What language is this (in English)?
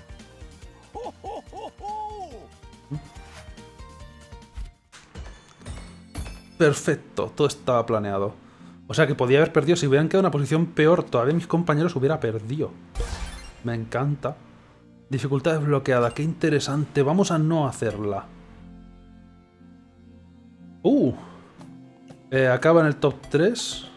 Spanish